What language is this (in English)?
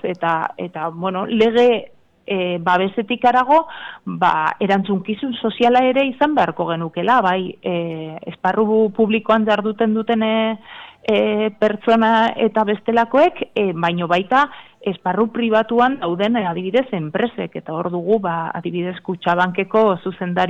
Basque